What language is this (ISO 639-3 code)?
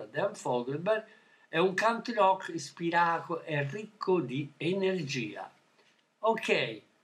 ita